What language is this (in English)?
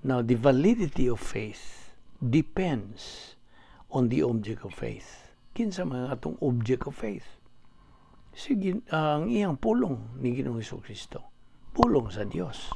Cebuano